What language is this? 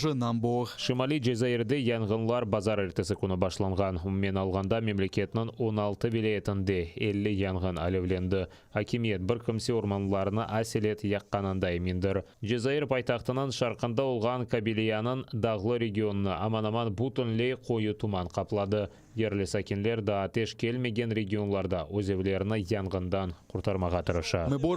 Crimean Tatar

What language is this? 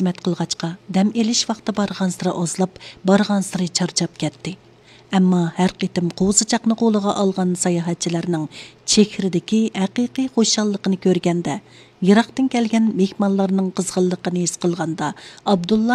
Uyghur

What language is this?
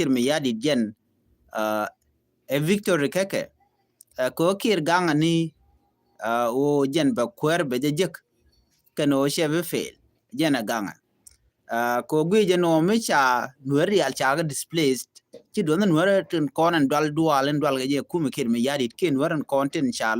Nuer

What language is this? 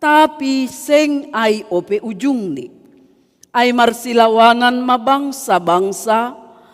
Batak Simalungun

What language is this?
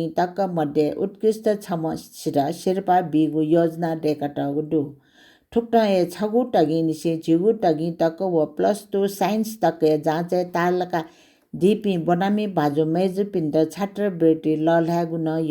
Newari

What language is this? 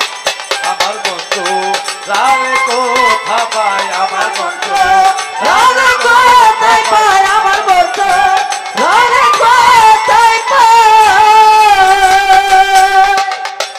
Bangla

